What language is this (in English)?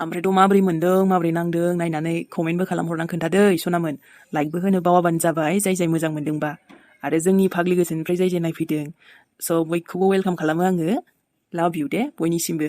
Bodo